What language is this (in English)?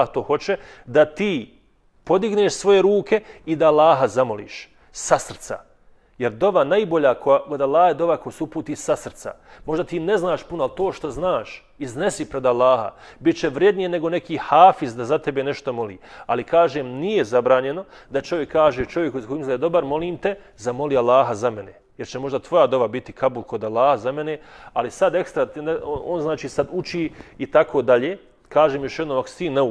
Bosnian